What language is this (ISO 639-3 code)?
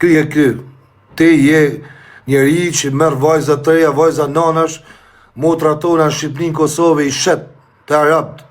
sqi